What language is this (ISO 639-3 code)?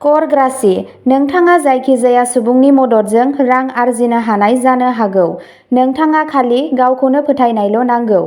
brx